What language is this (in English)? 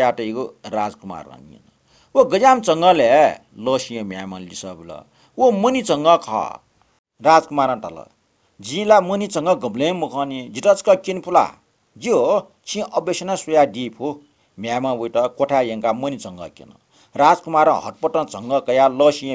Newari